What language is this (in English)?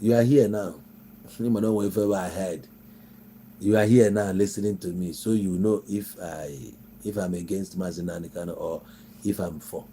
Igbo